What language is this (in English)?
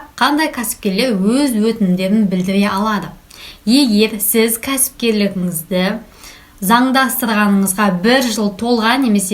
Kazakh